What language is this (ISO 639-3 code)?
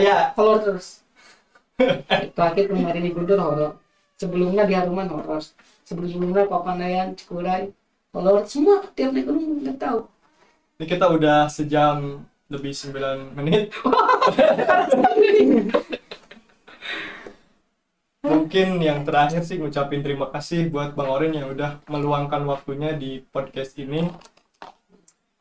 ind